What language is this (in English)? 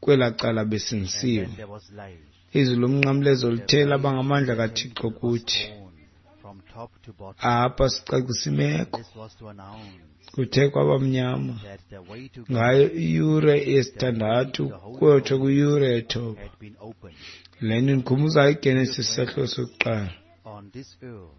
Xhosa